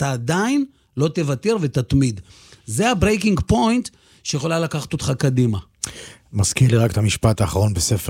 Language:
Hebrew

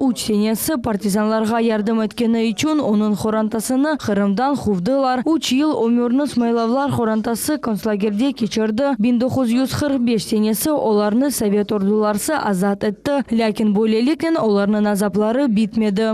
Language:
Crimean Tatar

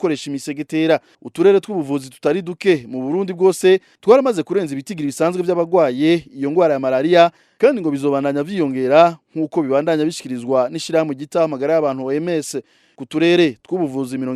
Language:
Rundi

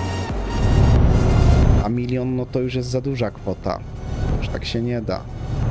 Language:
Polish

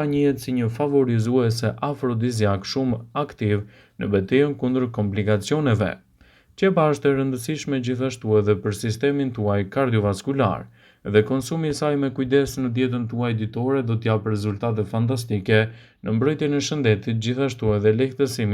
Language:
Albanian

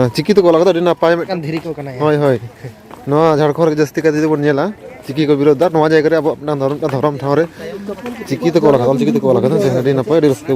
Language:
Santali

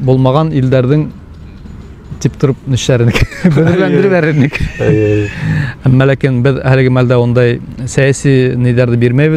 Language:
Bashkir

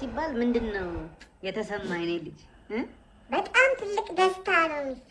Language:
Amharic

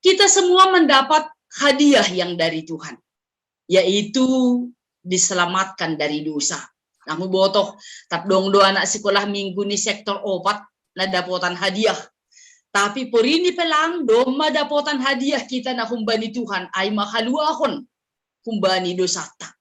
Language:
Batak Simalungun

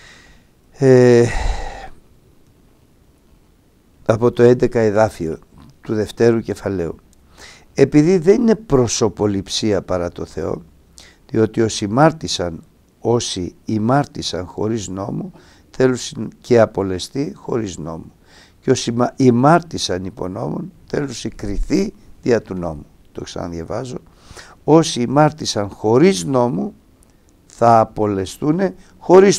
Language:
Greek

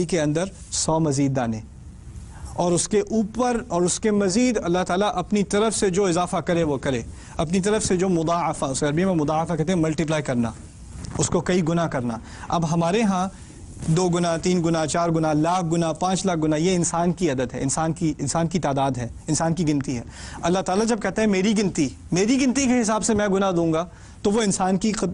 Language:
Urdu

